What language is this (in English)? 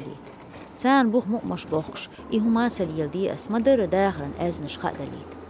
Chechen